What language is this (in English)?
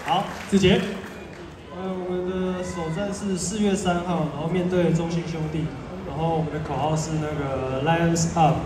Chinese